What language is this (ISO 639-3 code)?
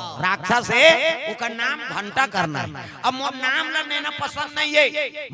hne